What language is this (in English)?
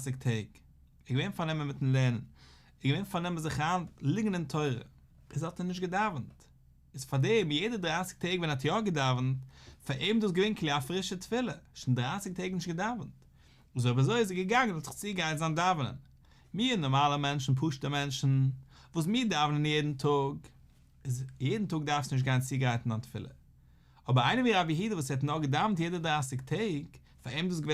Yiddish